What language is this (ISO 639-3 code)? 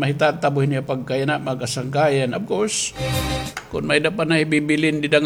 war